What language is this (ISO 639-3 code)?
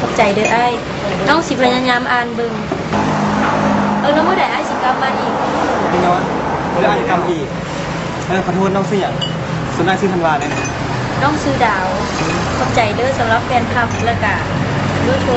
lao